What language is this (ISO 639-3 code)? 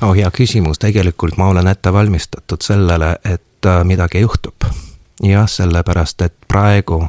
est